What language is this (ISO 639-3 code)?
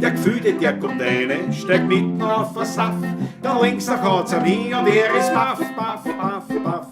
bar